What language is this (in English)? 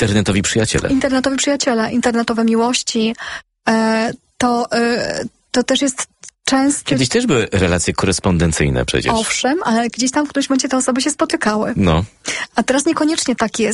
Polish